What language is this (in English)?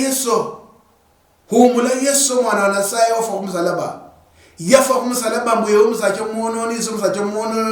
Luyia